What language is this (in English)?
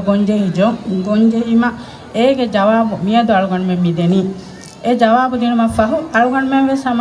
Divehi